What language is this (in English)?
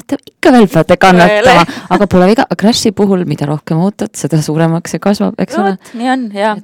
Estonian